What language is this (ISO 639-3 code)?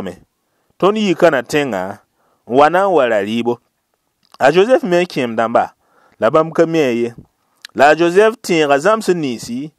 mos